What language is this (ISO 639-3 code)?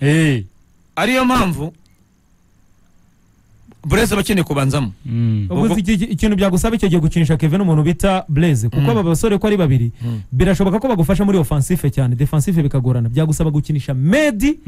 kin